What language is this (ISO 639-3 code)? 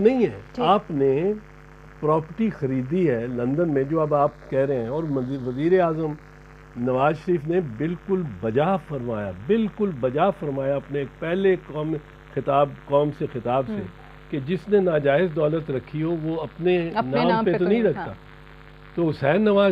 urd